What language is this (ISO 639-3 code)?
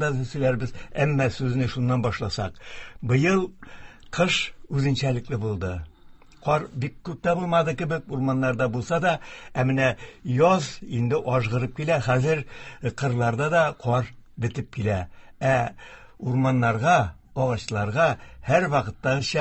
tat